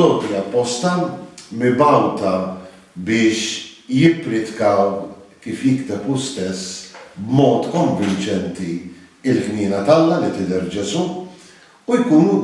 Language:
Maltese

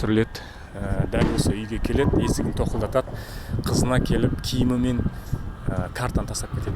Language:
Kazakh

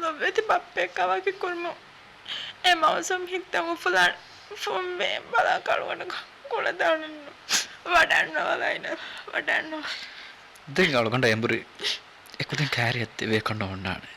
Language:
Divehi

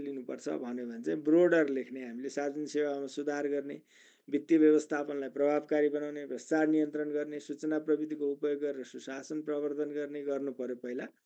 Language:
Nepali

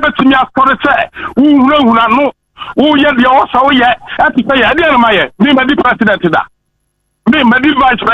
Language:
Akan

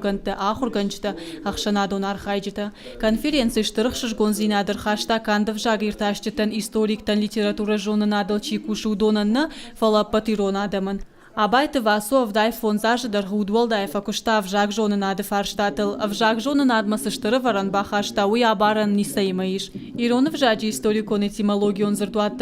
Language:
Ossetic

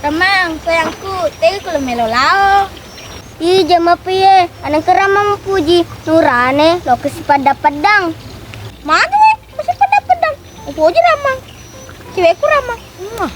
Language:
Buginese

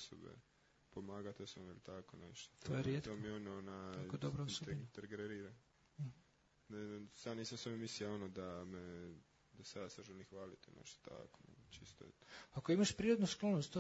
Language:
Croatian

